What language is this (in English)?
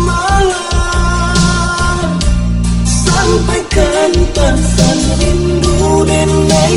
Minangkabau